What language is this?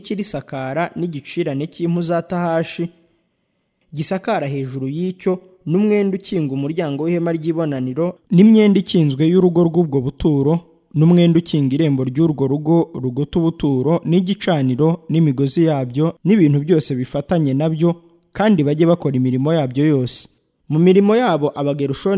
Kinyarwanda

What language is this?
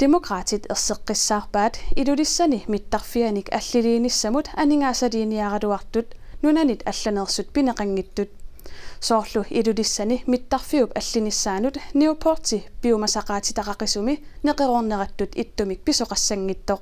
Kalaallisut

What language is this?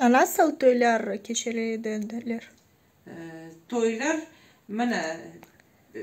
Crimean Tatar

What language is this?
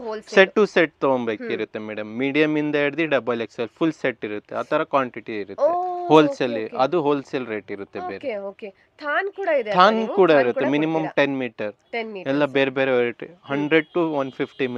Kannada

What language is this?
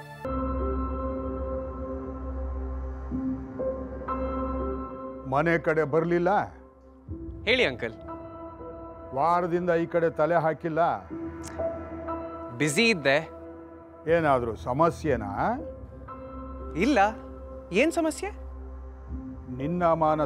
Kannada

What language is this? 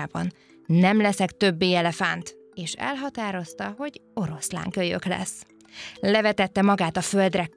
Hungarian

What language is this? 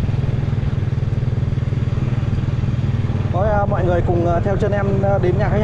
Vietnamese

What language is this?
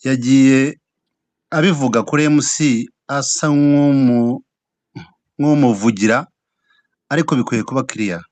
Kinyarwanda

